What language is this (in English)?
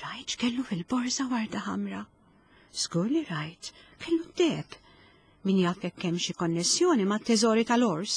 Maltese